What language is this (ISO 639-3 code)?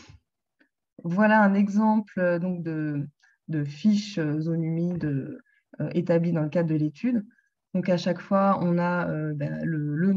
fra